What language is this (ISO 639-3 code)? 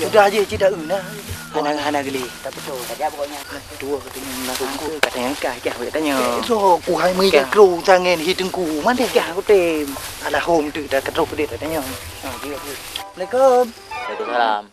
ace